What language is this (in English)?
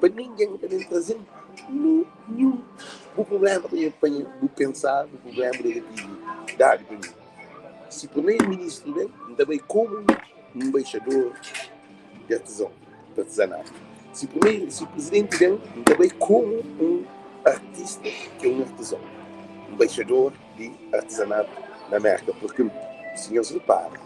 Kabuverdianu